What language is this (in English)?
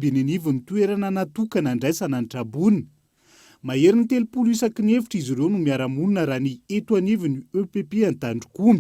Malagasy